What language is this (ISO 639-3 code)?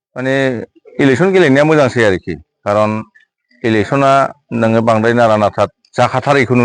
brx